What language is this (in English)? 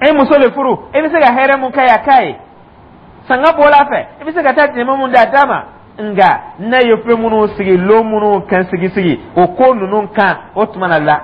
Dyula